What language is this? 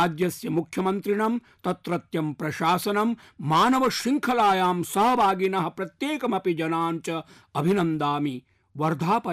Sanskrit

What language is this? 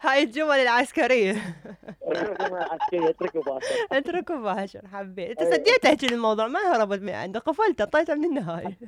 Mesopotamian Arabic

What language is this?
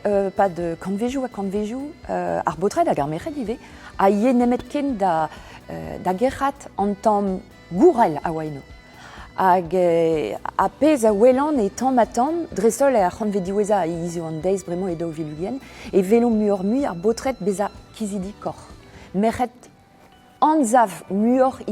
Breton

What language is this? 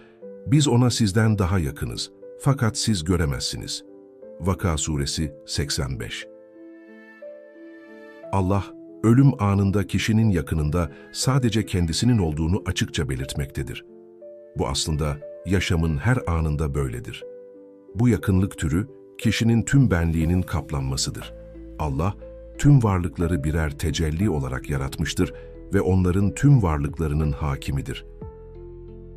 Turkish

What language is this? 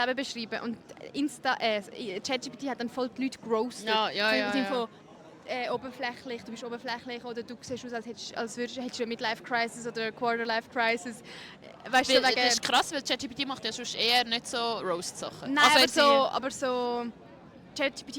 Swiss German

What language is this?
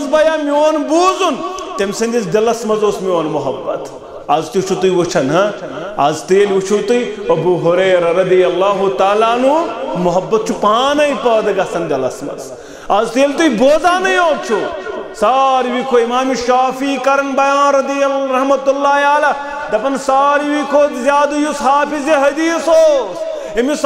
Kashmiri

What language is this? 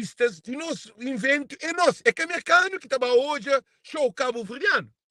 Kabuverdianu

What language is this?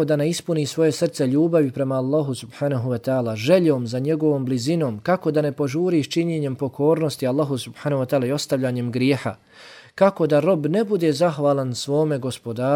Bosnian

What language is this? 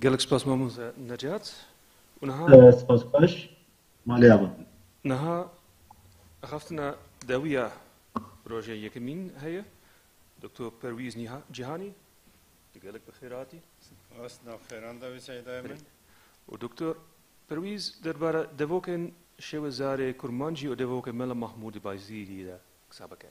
Kurdish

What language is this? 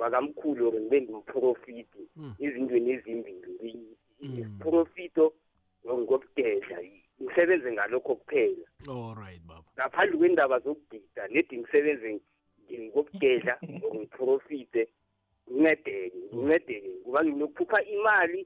South Ndebele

